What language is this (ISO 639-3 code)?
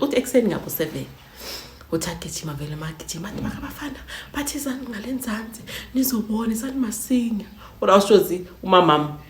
zul